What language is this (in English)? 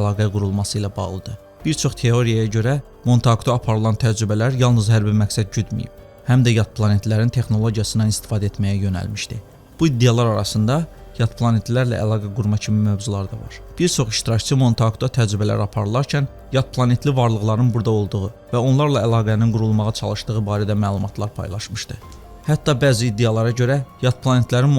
Azerbaijani